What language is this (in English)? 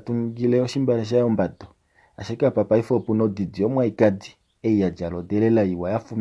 Kuanyama